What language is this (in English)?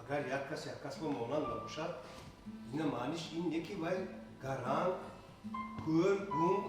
Tajik